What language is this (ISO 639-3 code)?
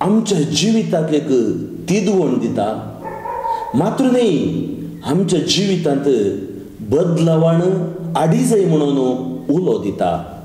kok